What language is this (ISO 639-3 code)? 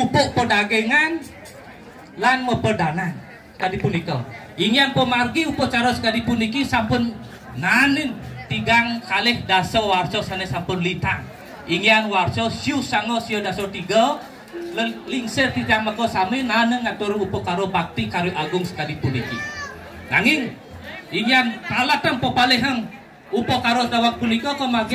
ban